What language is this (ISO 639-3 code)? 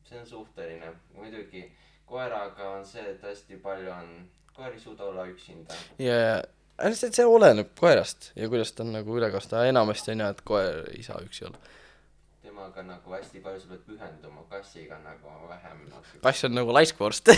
est